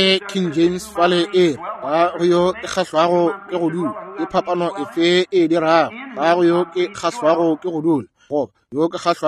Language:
Northern Sotho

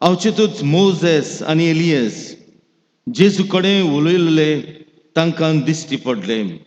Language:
Konkani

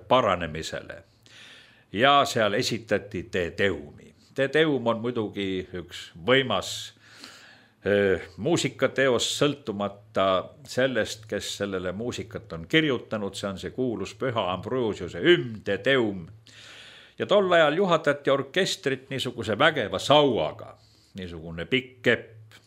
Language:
Estonian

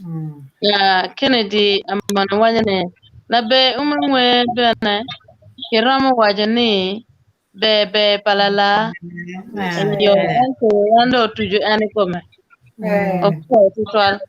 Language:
Acoli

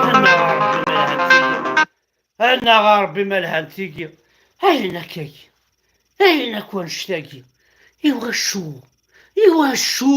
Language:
Kabyle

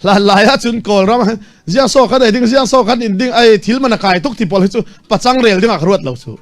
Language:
Falam Chin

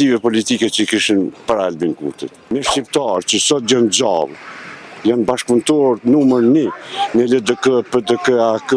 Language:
Albanian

